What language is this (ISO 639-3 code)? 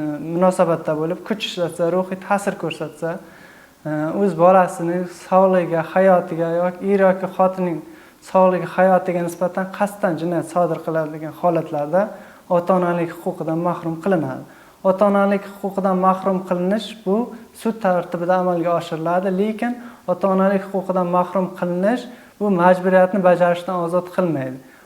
uzb